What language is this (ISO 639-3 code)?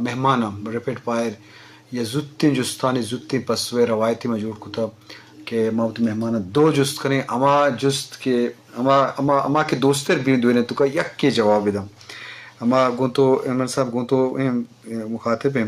bgp